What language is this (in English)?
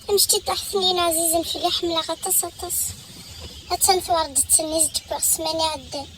Kabyle